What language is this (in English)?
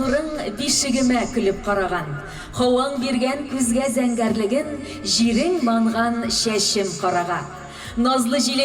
Tatar